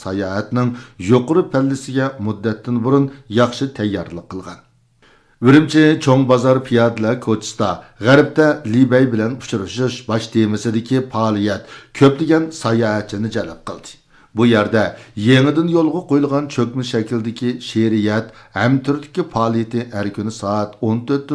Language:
Uyghur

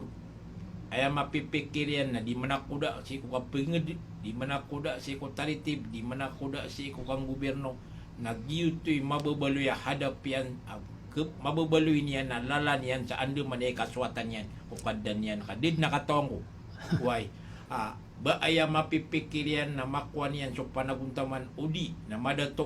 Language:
Maranao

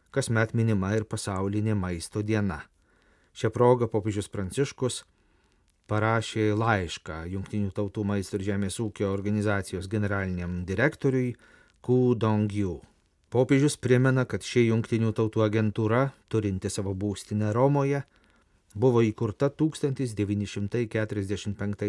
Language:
Lithuanian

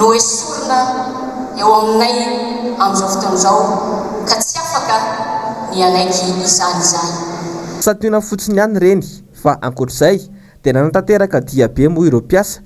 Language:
Malagasy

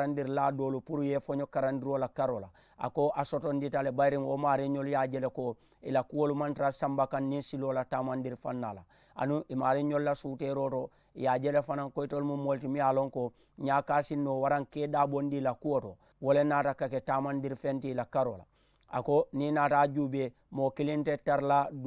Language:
Mandingo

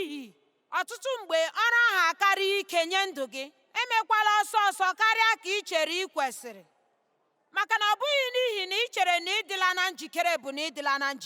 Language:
Igbo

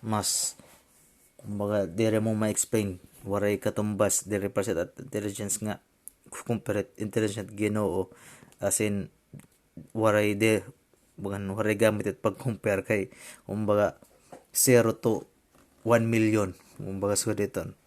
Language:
Waray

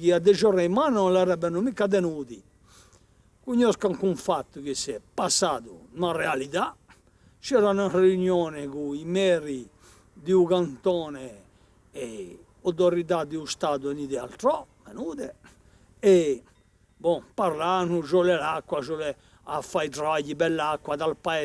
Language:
Corsican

